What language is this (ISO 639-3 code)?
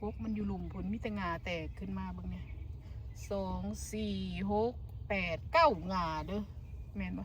tts